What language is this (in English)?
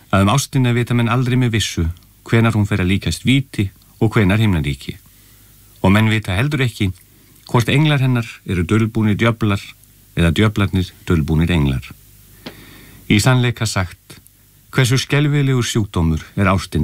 Icelandic